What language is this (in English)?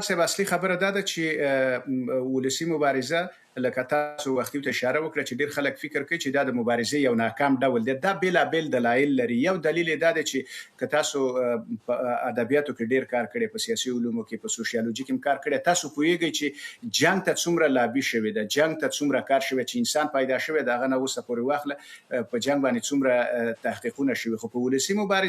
Pashto